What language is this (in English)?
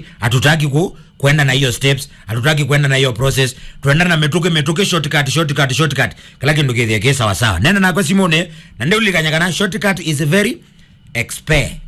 Kamba